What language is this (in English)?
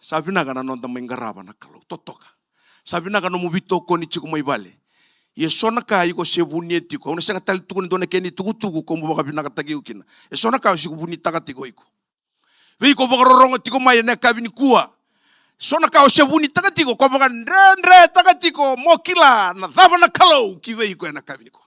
Fijian